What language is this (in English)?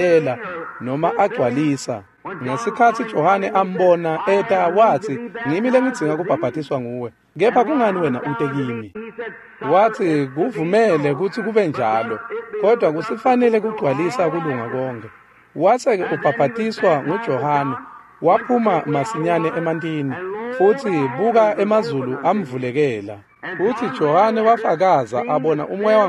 Swati